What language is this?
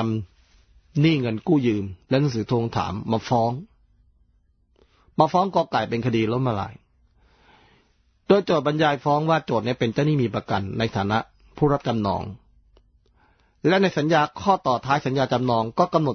Thai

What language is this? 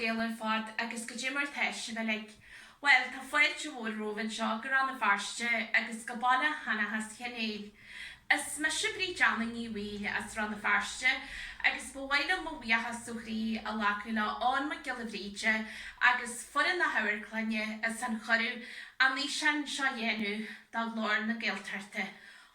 Irish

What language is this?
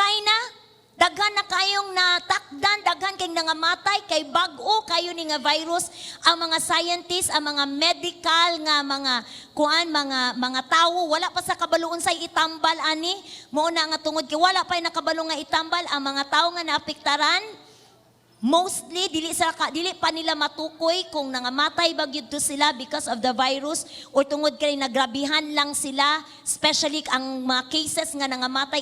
Cebuano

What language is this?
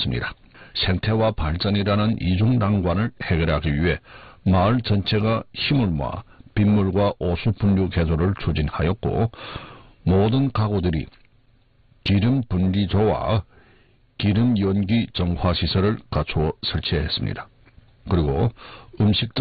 Korean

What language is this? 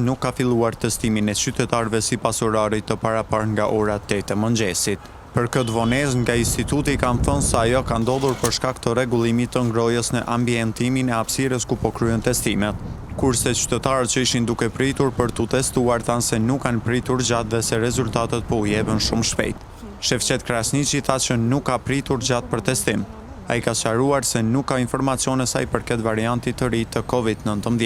Albanian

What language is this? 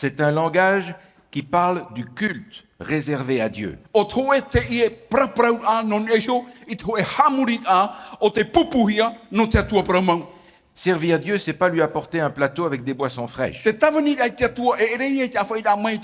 Tahitian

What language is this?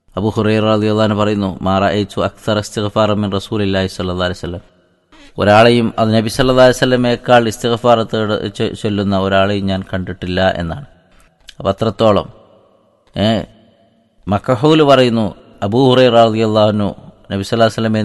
Malayalam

